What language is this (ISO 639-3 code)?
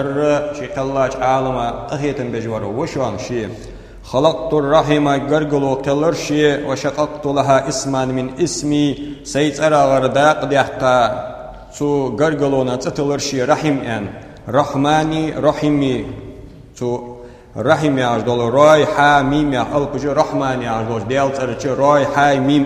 inh